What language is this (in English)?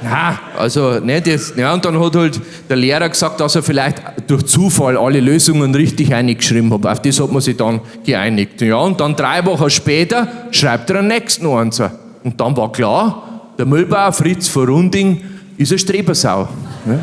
Bavarian